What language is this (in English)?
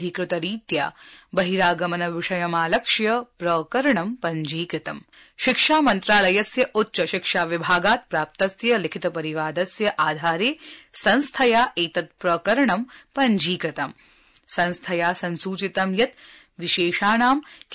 Sanskrit